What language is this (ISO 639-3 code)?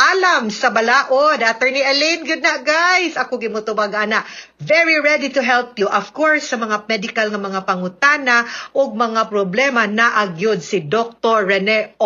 ceb